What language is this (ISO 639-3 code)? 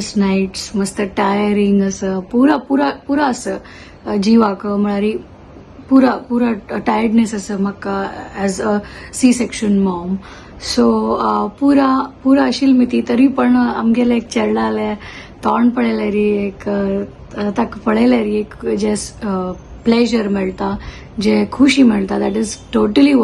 kok